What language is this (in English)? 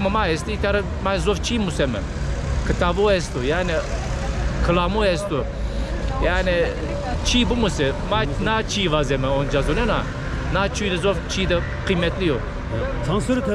Zaza